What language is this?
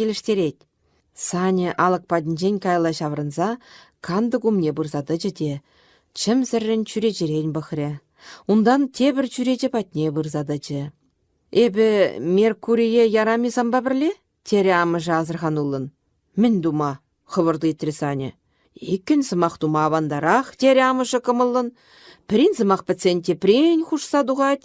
Chuvash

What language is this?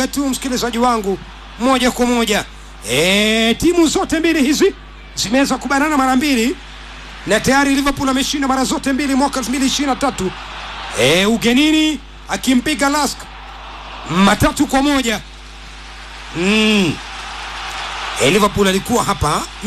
Swahili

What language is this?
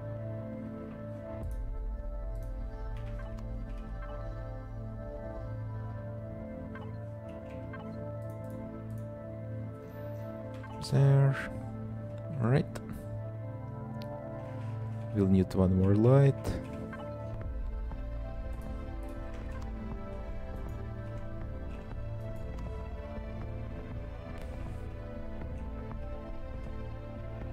English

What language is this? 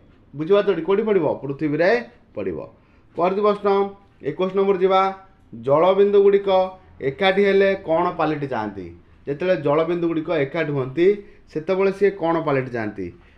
Odia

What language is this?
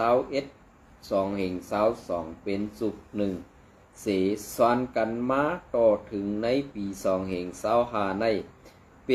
Shan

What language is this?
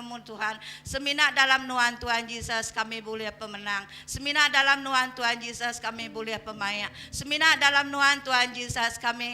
Iban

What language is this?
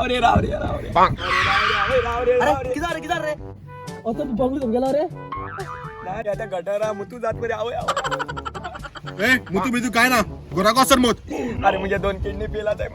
Konkani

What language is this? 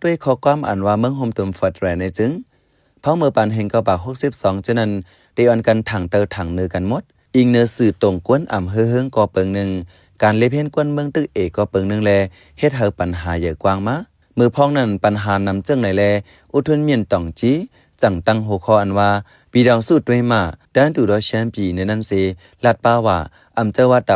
Shan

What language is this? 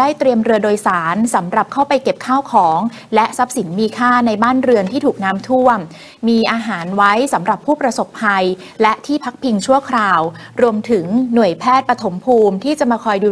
Thai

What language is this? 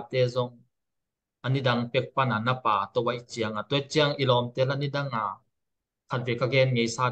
Tedim Chin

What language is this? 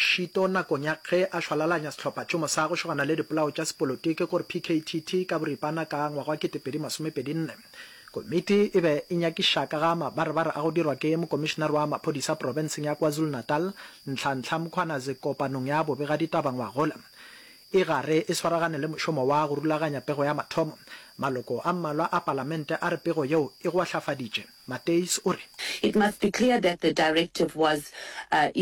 Northern Sotho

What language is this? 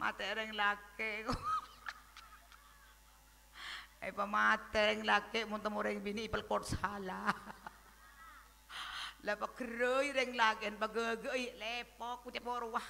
Madurese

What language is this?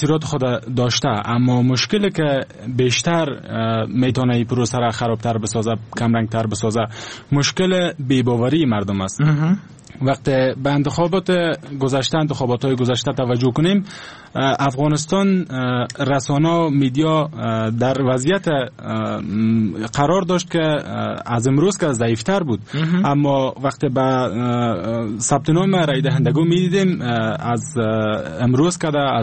Persian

